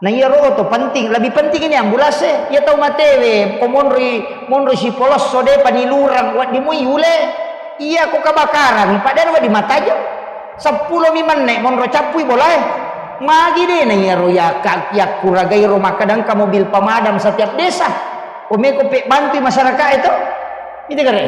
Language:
Buginese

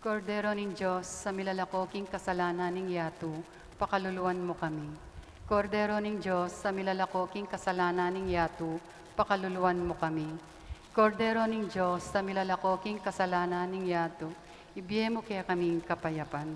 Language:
Pampanga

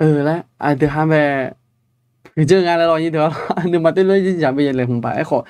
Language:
Akha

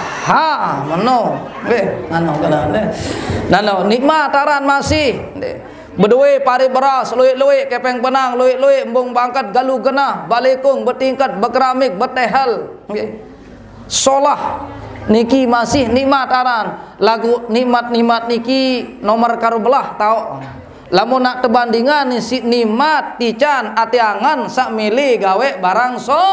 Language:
Sasak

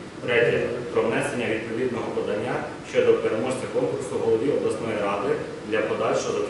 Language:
Ukrainian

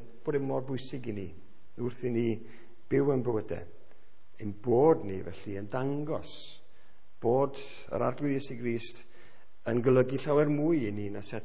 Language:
Welsh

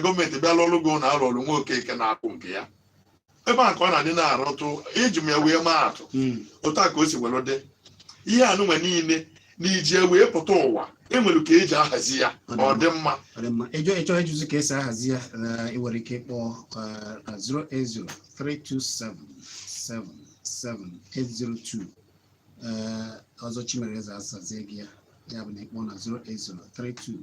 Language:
Igbo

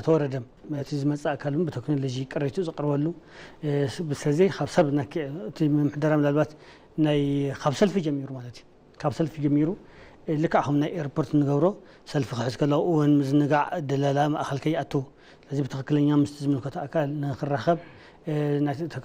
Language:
Tigrinya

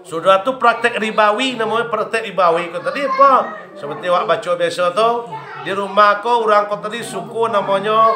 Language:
Minangkabau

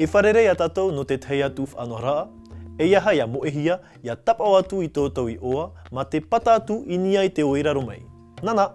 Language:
Tahitian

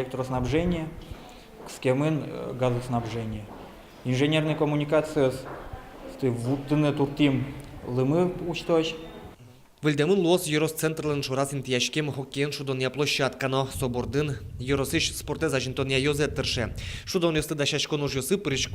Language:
Udmurt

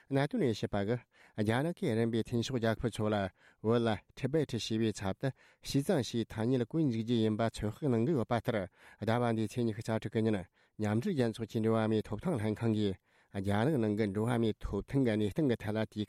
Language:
Tibetan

